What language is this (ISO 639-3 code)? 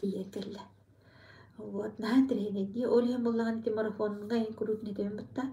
sah